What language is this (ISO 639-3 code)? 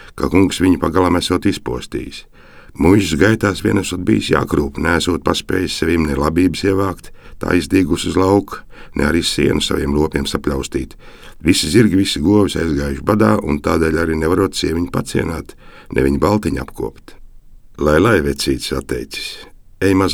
lav